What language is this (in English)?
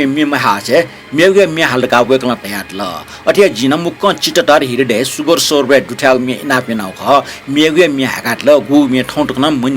Newari